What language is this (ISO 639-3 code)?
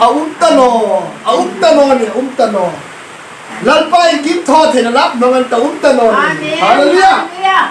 hmr